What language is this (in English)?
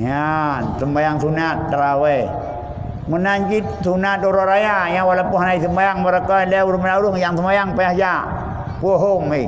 Achinese